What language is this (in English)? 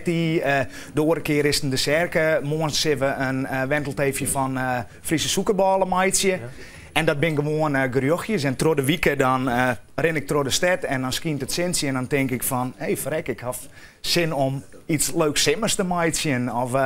Western Frisian